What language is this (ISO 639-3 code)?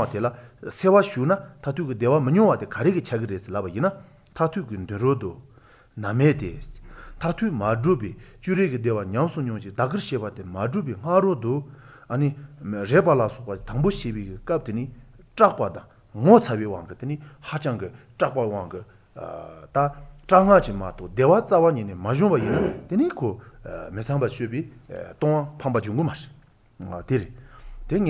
kor